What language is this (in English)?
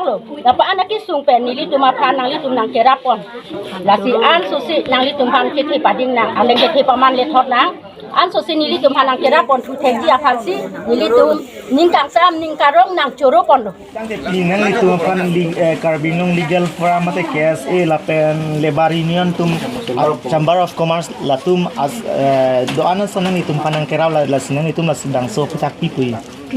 Karbi